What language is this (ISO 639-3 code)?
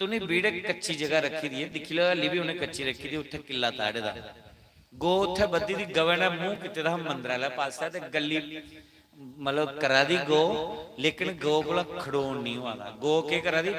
doi